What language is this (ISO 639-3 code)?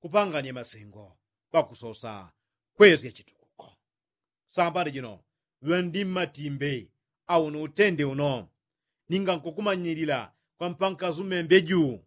yao